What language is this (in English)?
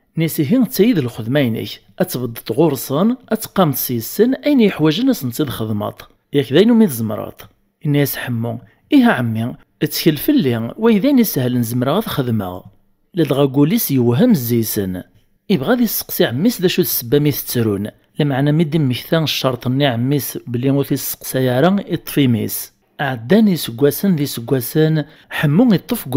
Kabyle